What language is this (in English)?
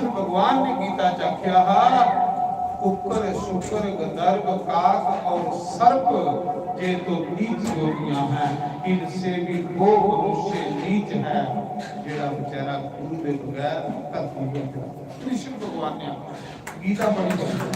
Dogri